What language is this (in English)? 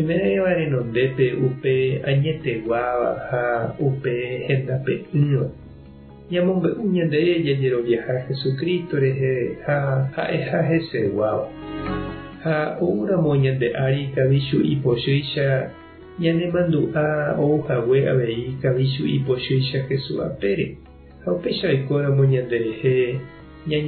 Guarani